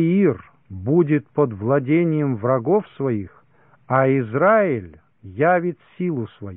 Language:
Russian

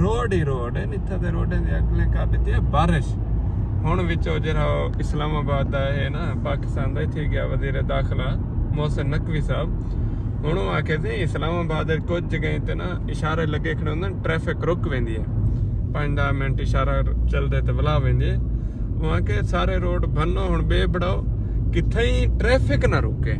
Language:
Saraiki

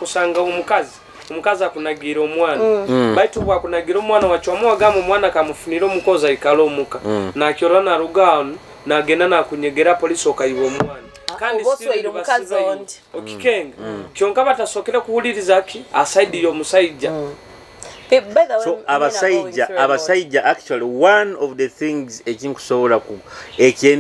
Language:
Nyoro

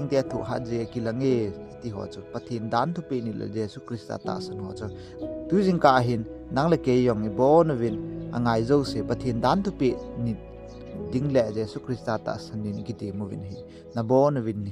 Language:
Thado Chin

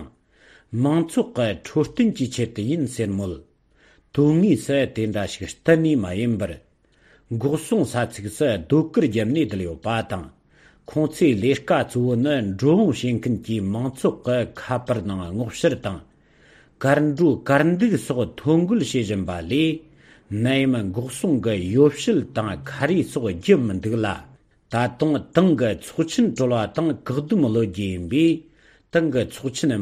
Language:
Tibetan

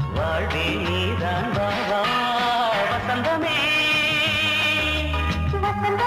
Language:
Tamil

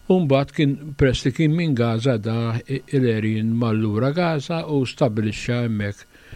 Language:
Maltese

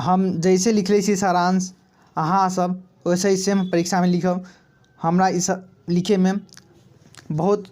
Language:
Maithili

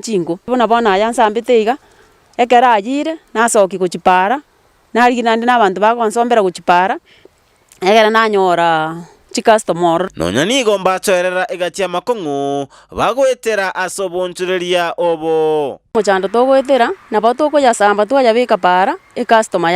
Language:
Gusii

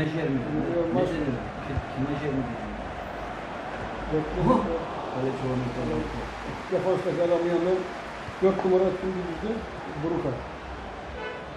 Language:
Turkish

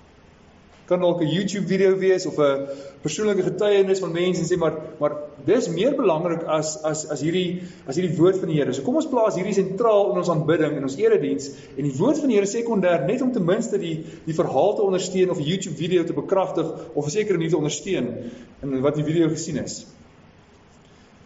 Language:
Afrikaans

